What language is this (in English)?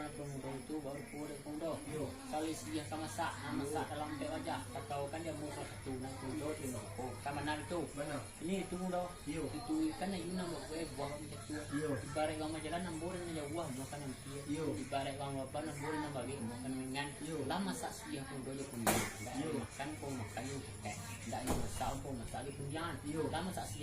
Minangkabau